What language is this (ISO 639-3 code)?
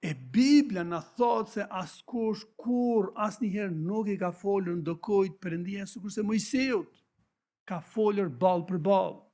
sqi